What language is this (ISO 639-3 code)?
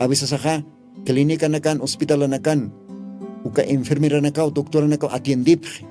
aym